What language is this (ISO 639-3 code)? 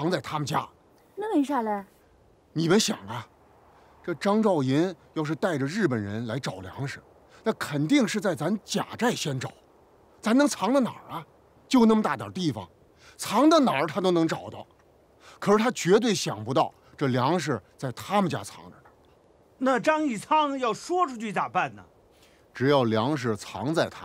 zho